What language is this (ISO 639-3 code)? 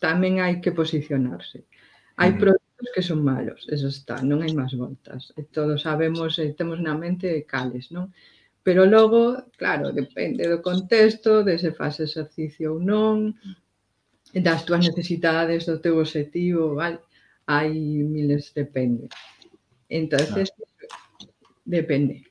glg